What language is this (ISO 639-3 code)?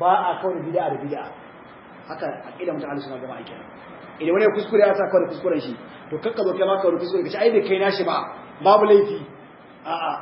hau